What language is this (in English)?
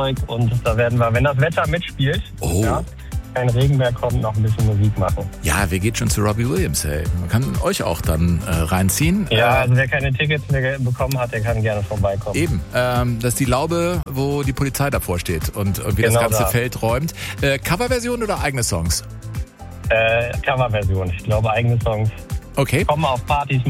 German